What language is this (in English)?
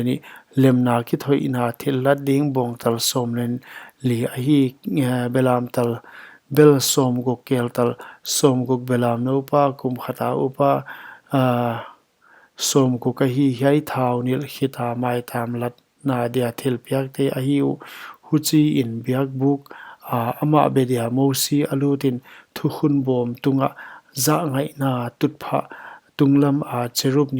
Paite Chin